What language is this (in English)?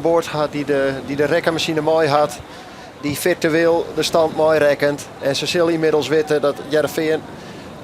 Western Frisian